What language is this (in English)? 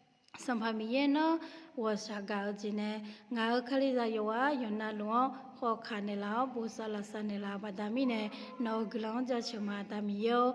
Akha